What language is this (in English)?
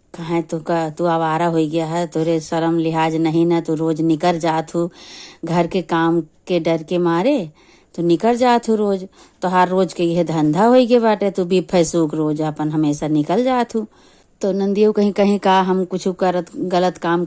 Awadhi